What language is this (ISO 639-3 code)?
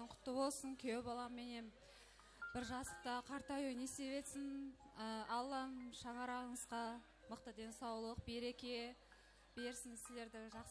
kaa